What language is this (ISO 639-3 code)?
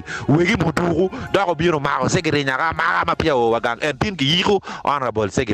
ach